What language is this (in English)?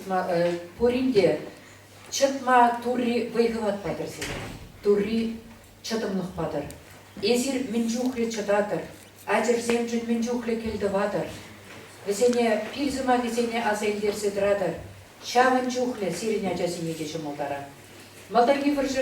Chuvash